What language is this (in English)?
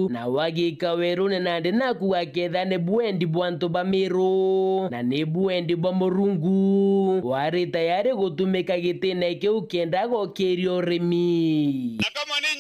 Meru